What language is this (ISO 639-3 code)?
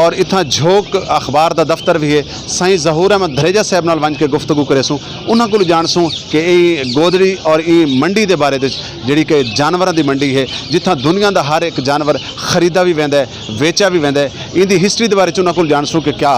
skr